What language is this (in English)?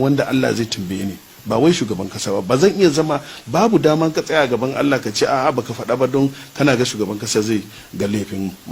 Hausa